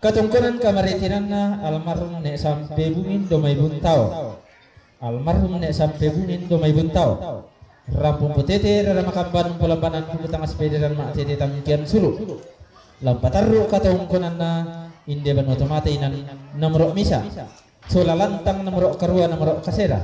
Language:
Toraja-Sa'dan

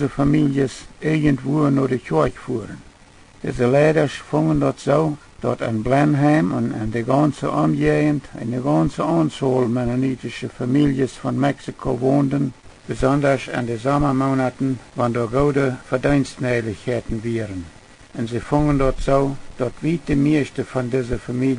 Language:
Plautdietsch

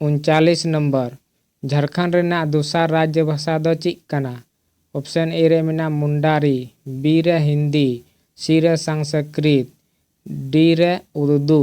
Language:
Santali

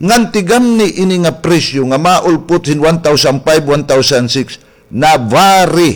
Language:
Waray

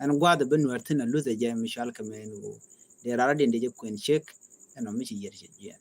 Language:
Nuer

